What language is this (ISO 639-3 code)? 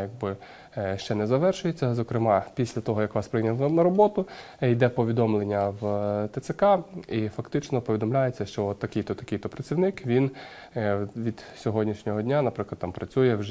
ukr